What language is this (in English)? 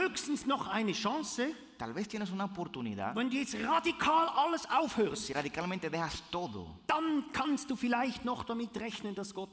Swiss German